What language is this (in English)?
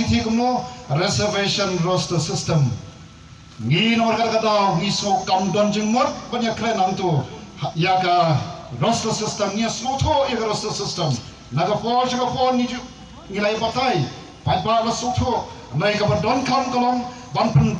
Khasi